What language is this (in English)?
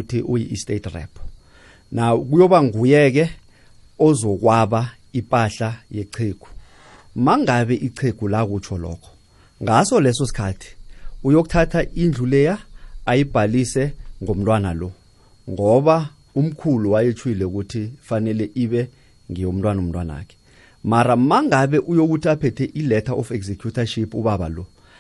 South Ndebele